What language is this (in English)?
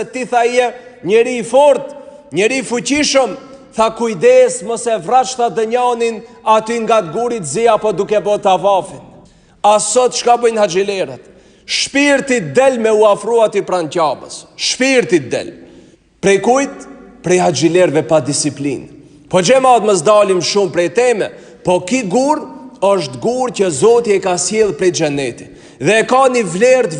Albanian